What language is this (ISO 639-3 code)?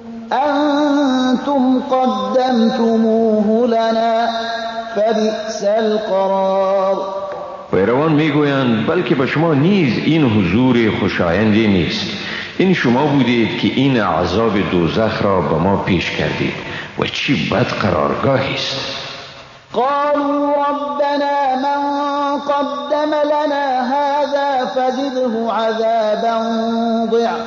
fas